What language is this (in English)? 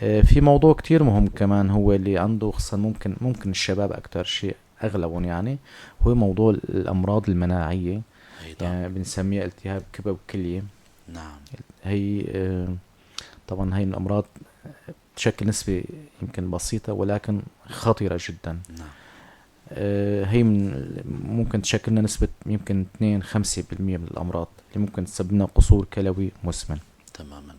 North Levantine Arabic